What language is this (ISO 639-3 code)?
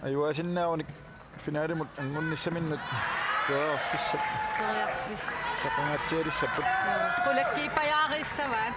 kal